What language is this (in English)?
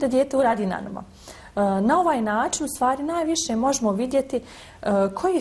Bosnian